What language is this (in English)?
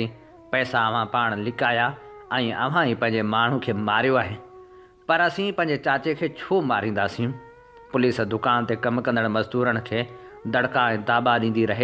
Sindhi